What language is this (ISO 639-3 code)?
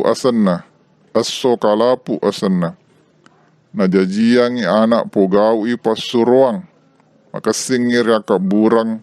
bug